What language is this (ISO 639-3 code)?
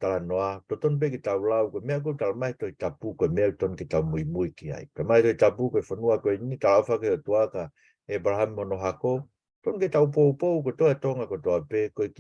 ton